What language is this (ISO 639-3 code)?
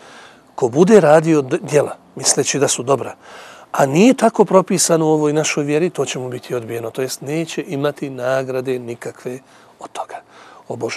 bos